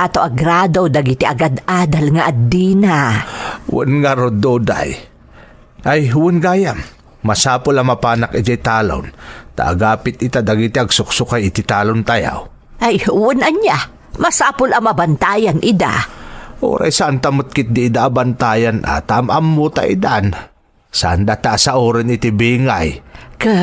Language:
Iloko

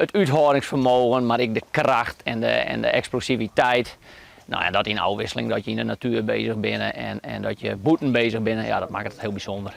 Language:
Western Frisian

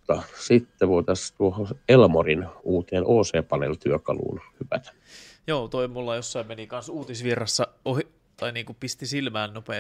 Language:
Finnish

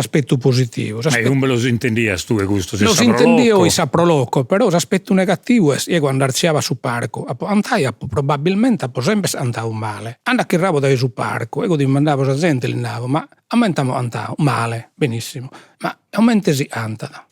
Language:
Sardinian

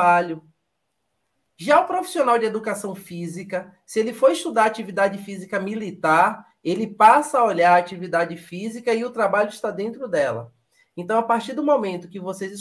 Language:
Portuguese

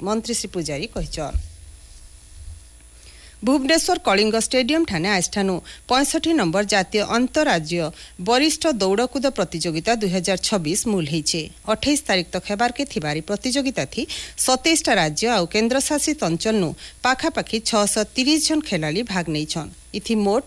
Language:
Odia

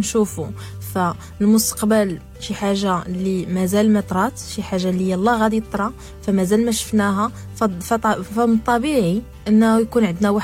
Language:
Moroccan Arabic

